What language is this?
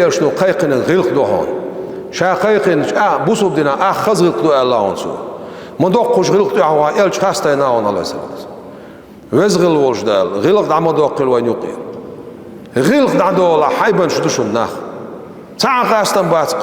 Chechen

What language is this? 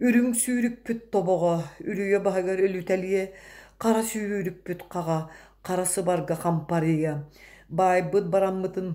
Yakut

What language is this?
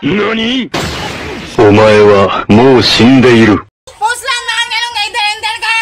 Cebuano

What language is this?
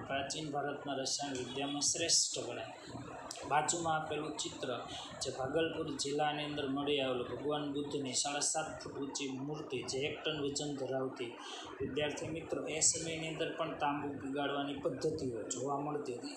Gujarati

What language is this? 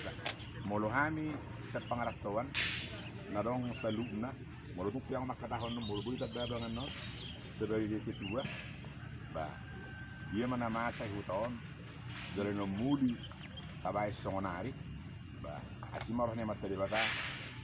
Batak Toba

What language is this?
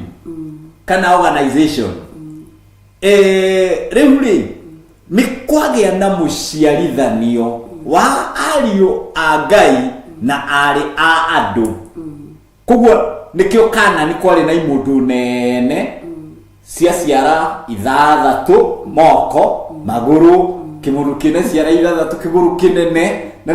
Kikuyu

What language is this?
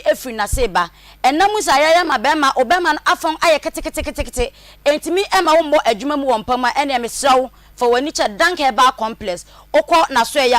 Akan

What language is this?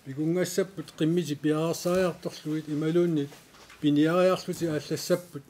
Kalaallisut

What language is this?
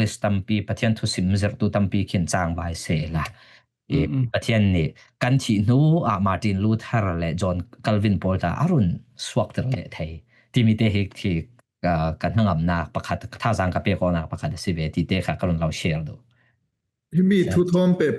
Falam Chin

